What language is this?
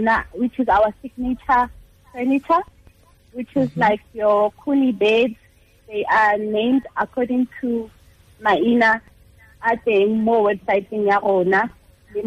Tswana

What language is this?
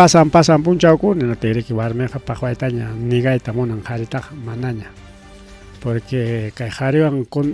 Ayacucho Quechua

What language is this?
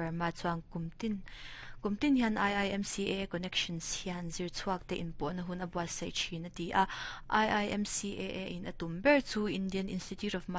Mizo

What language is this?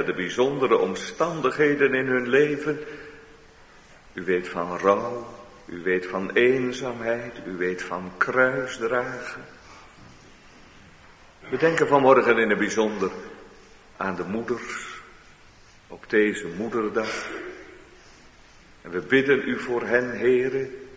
Dutch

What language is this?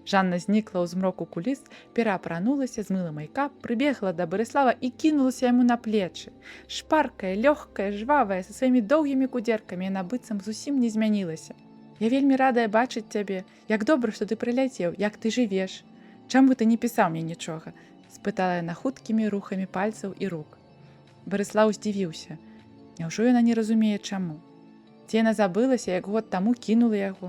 Belarusian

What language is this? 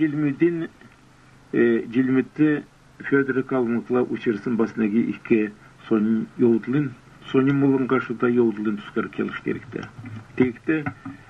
Kalmyk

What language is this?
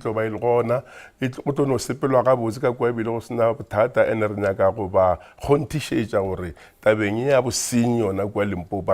Northern Sotho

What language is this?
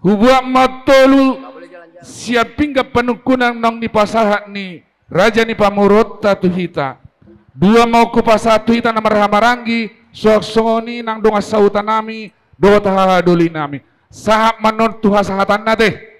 Batak Toba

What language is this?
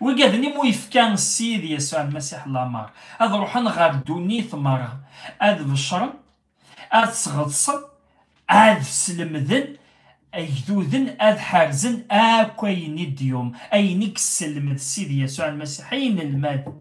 Kabyle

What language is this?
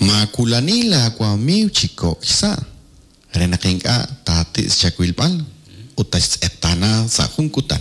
Kekchí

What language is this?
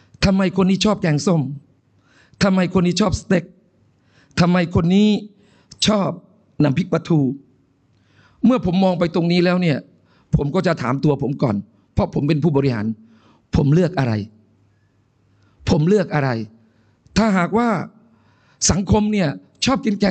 Thai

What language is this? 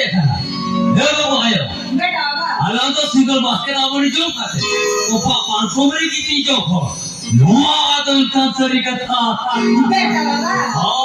Santali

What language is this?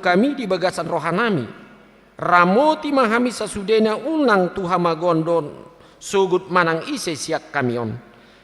Batak Toba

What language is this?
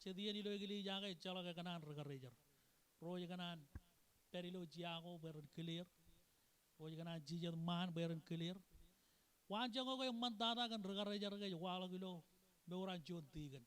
Marshallese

